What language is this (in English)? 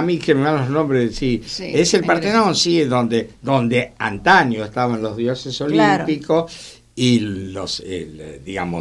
Spanish